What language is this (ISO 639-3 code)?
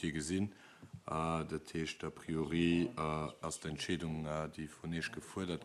ltz